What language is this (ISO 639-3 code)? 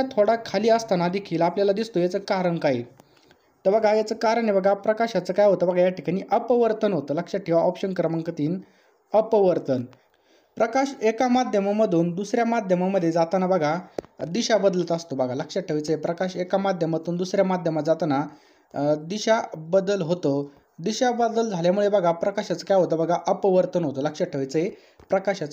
mar